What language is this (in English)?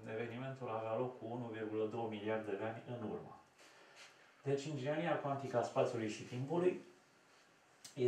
Romanian